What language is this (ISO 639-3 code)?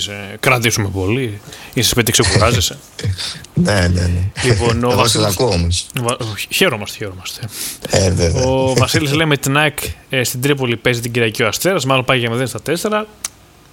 ell